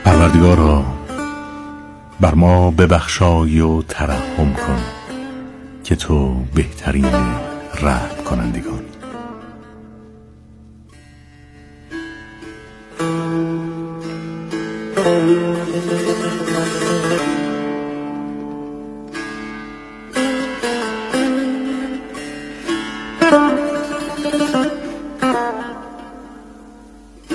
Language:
Persian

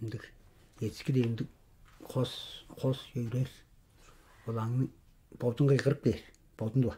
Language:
Tuvinian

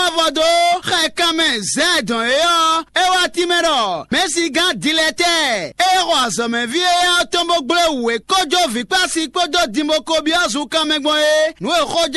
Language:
Fon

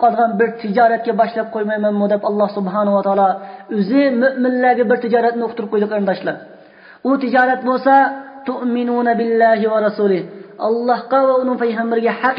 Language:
Uyghur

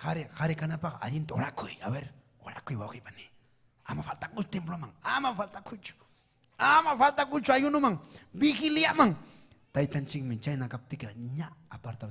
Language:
Ayacucho Quechua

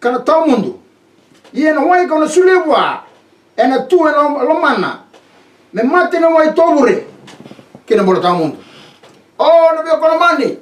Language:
Fijian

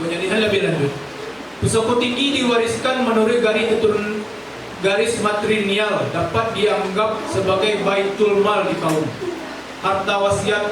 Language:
Minangkabau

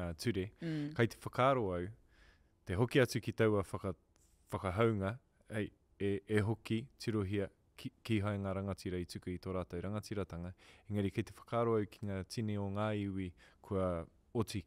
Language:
Māori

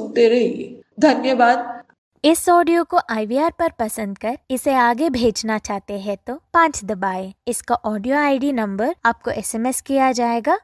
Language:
Hindi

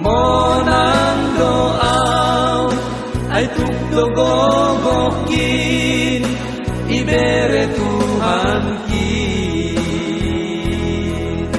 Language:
Batak Simalungun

